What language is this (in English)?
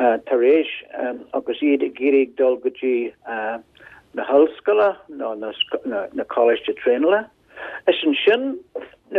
Irish